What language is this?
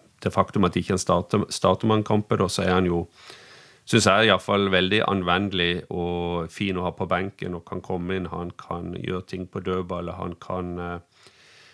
Norwegian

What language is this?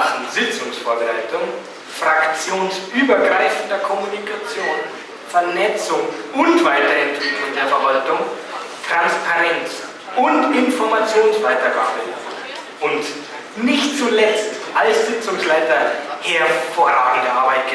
Bavarian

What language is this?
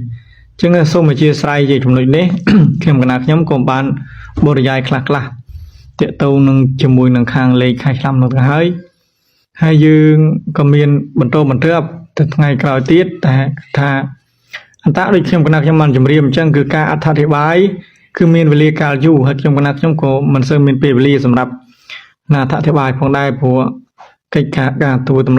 Khmer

